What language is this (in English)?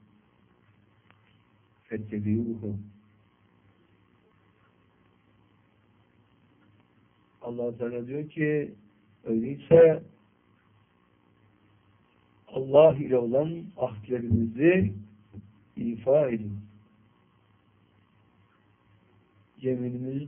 Turkish